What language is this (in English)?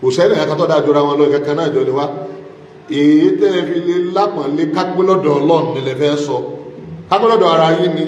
Yoruba